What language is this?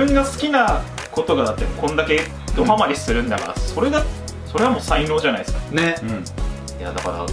Japanese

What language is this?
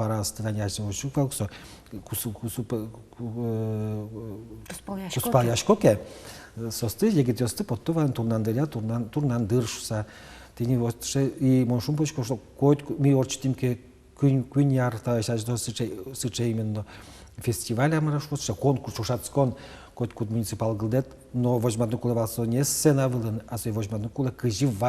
Udmurt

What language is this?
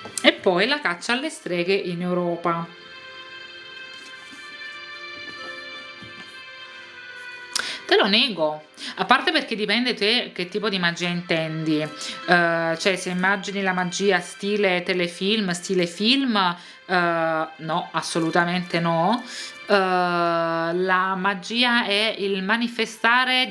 Italian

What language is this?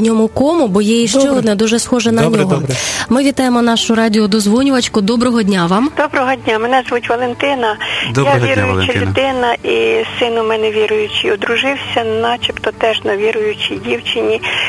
Ukrainian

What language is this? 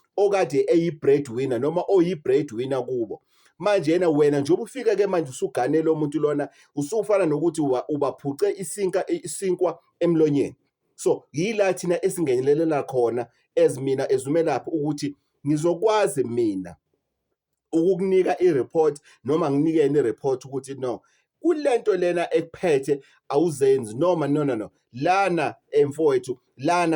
Zulu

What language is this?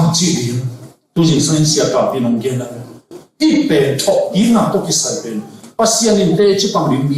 Tedim Chin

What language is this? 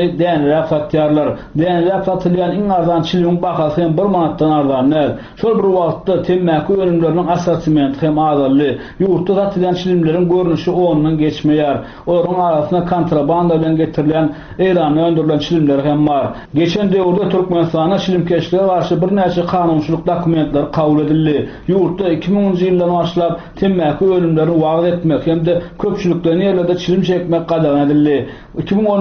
Turkmen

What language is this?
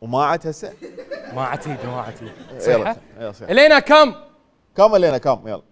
Mesopotamian Arabic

